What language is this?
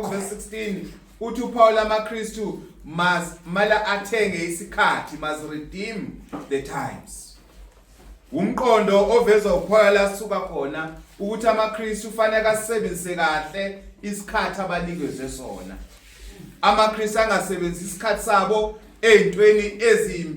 Zulu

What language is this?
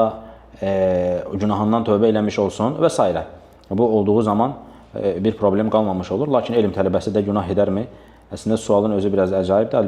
Azerbaijani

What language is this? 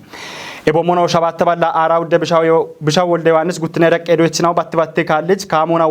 Kafa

